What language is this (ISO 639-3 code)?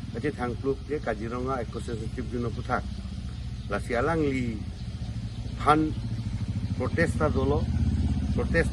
mjw